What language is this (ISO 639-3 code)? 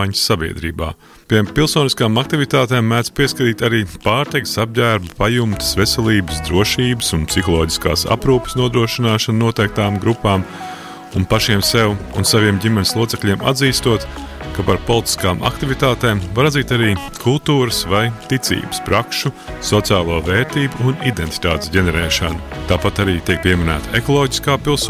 lav